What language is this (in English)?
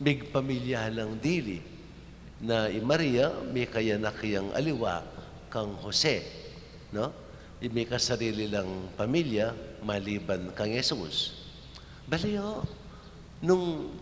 Pampanga